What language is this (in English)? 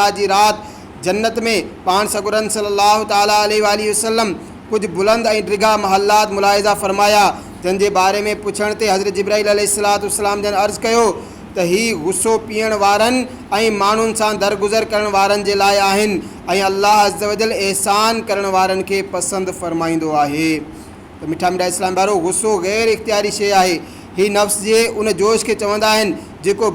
Sindhi